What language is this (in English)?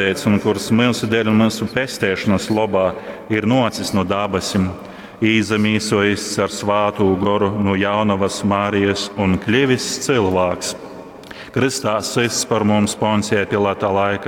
Latgalian